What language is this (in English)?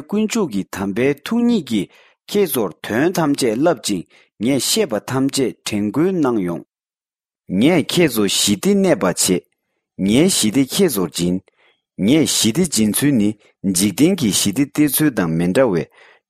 Tibetan